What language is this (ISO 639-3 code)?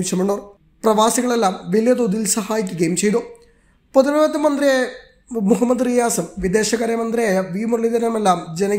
mal